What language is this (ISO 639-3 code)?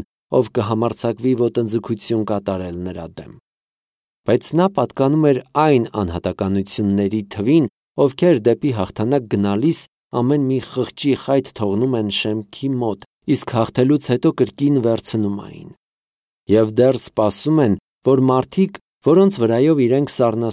hye